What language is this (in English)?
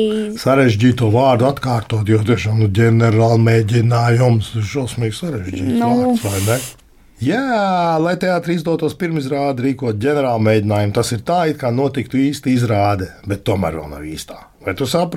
Latvian